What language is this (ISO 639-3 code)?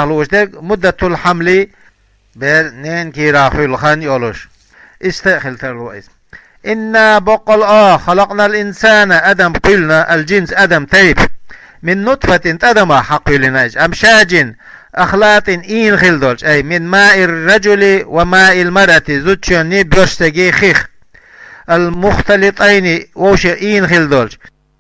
che